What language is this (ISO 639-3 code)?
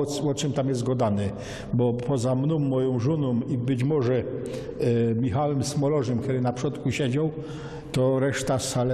szl